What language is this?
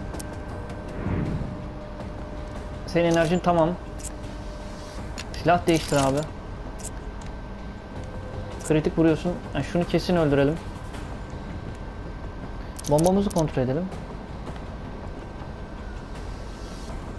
Turkish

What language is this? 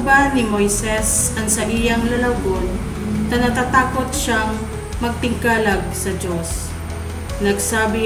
Bikol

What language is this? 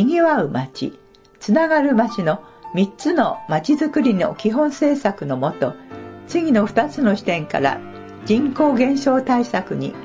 Japanese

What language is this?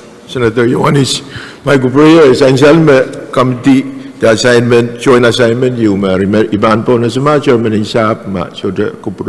Pohnpeian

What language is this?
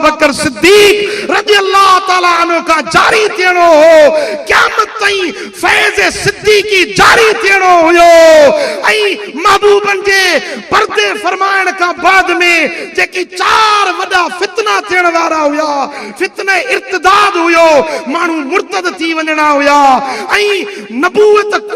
Sindhi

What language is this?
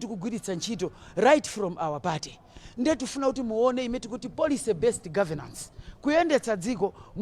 Nyanja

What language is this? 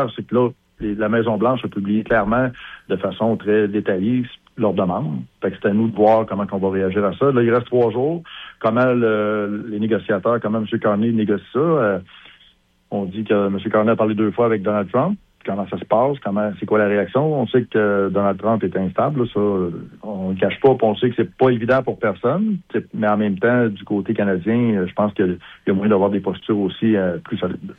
French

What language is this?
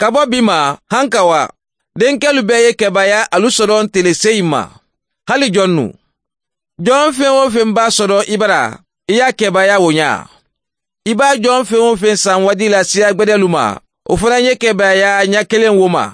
Mandingo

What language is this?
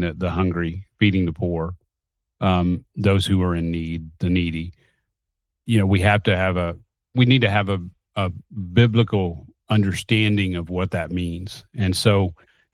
English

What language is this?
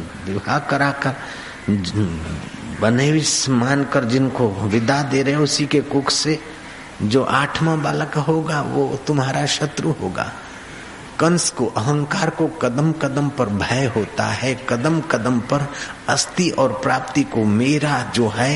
Hindi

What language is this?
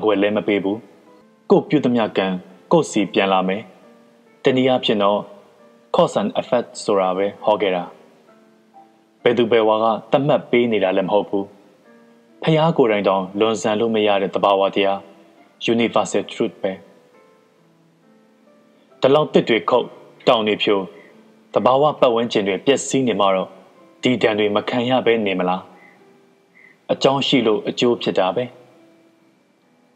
Burmese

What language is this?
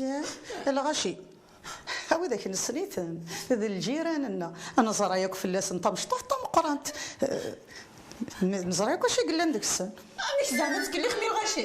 Kabyle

